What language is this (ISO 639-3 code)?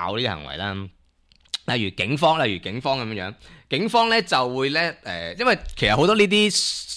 yue